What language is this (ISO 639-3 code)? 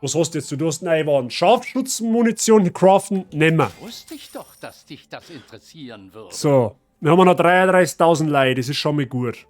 bar